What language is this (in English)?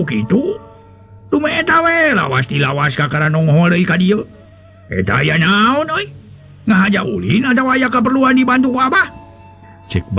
Sundanese